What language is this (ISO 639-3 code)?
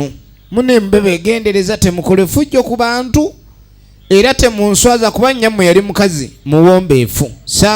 lug